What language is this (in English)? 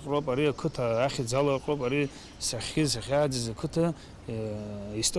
Abkhazian